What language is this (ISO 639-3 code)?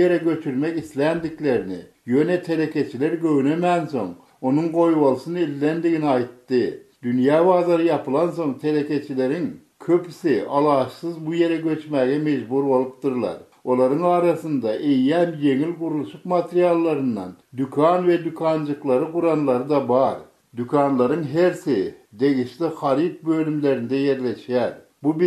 tuk